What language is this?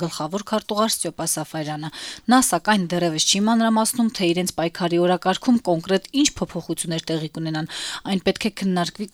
Armenian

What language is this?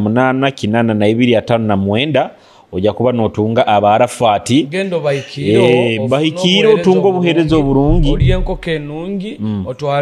Nyoro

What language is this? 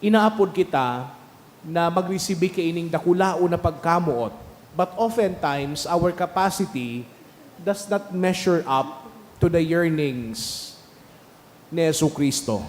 Bikol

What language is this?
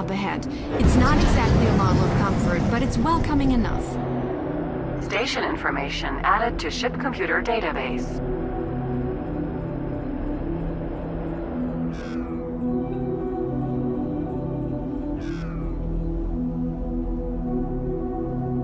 English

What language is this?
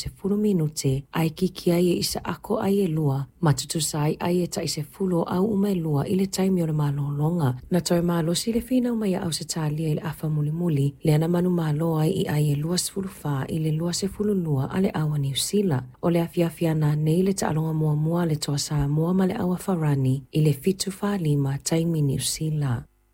Samoan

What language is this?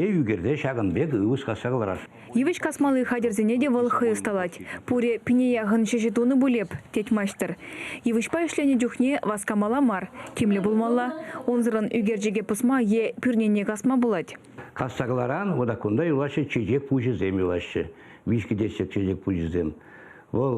Chuvash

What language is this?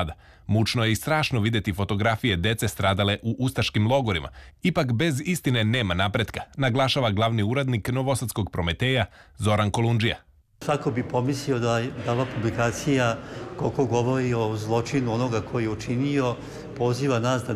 Serbian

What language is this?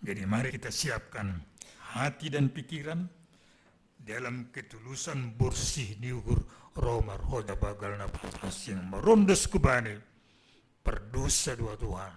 Batak Simalungun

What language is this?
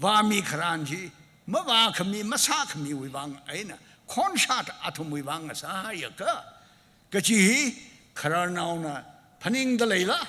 Tangkhul Naga (India)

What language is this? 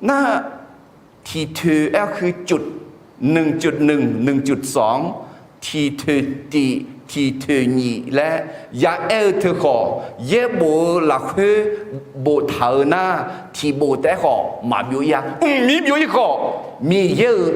Akha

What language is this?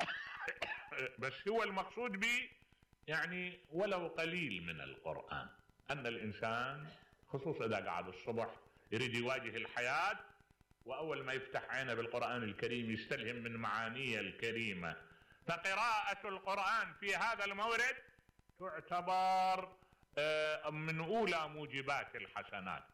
Mesopotamian Arabic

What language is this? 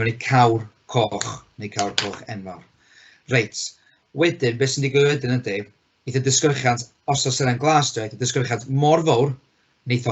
Welsh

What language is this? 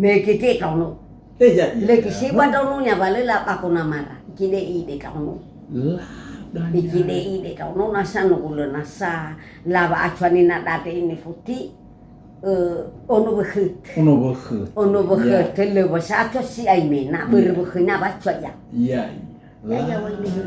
Nias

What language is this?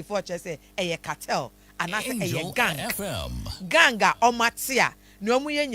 Akan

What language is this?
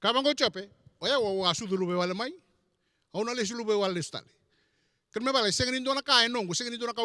Fijian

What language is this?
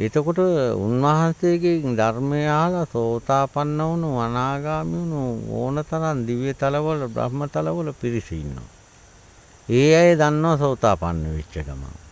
Sinhala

